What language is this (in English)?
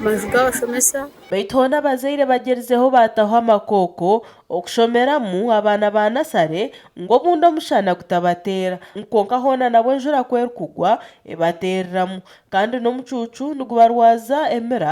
Nyankole